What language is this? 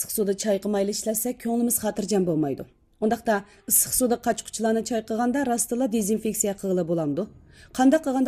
Uyghur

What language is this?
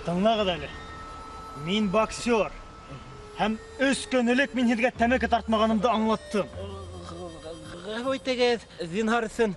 Bashkir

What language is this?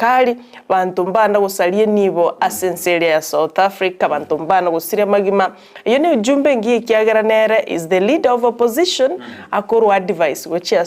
Gusii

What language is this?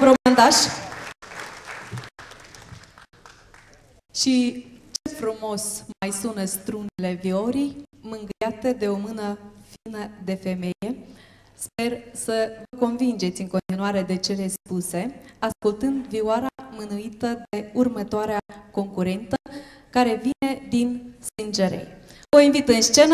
Romanian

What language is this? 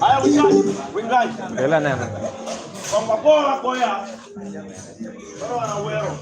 Acoli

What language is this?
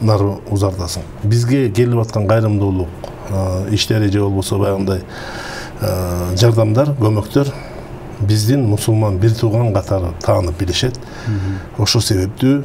Kyrgyz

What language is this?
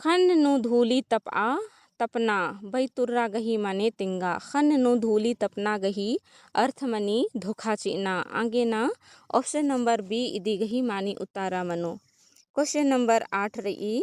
Kurukh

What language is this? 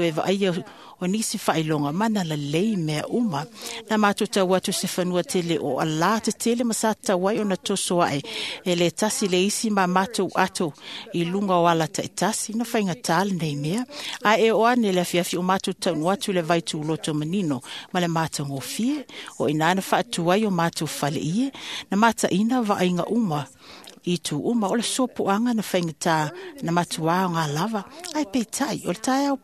Samoan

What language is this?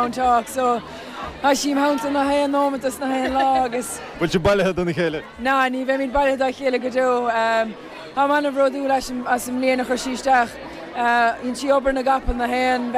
Irish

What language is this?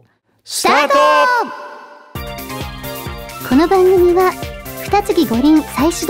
Japanese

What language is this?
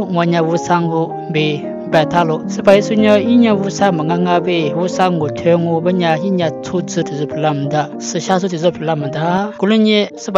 Lisu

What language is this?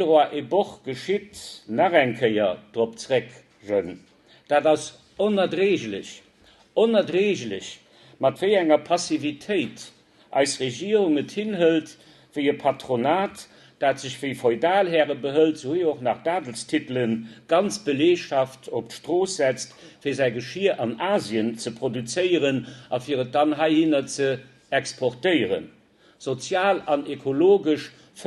Luxembourgish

